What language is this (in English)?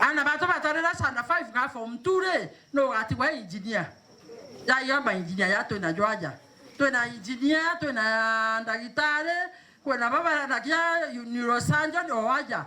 Meru